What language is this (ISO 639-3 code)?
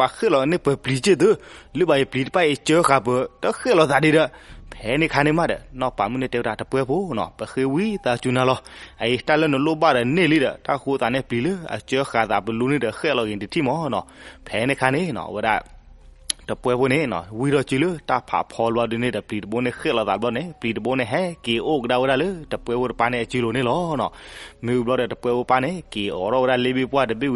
ksw